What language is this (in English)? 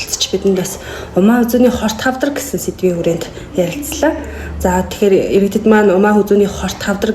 Mongolian